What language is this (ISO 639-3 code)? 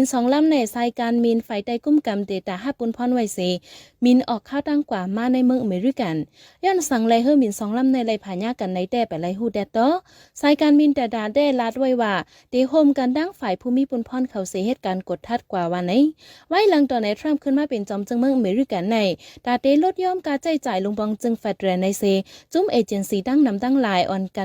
shn